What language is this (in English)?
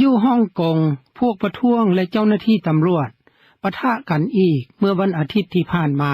Lao